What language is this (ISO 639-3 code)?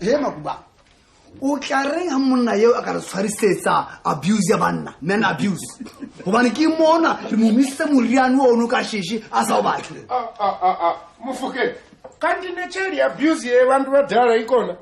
zul